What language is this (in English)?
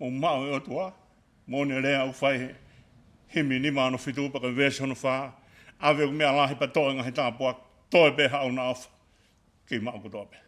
Tongan